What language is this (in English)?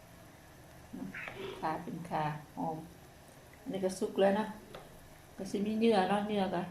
Lao